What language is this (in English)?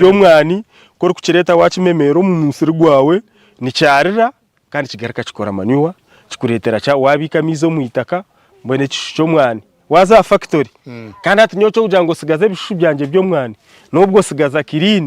Nyankole